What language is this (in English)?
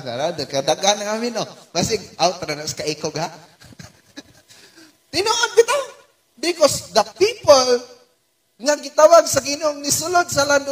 Cebuano